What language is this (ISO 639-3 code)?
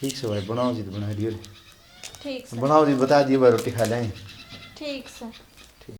bgc